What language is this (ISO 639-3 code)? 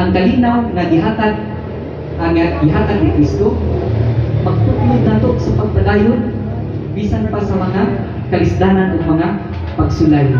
ceb